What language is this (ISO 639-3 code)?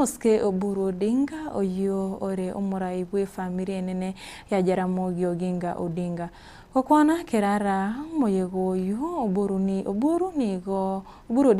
guz